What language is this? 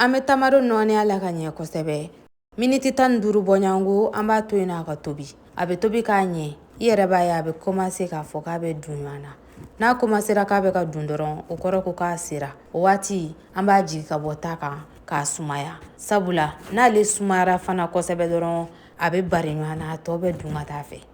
Bambara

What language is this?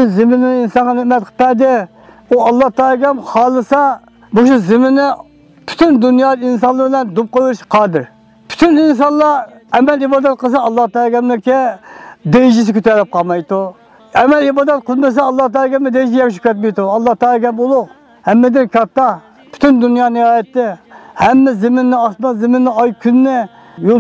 Uyghur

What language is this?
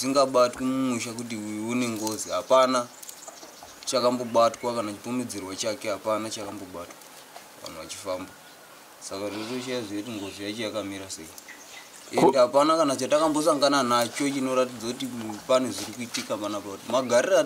Shona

